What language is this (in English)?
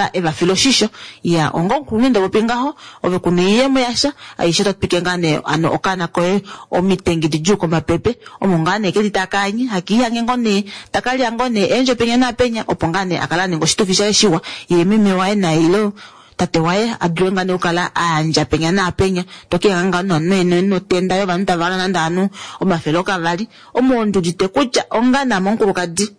Kuanyama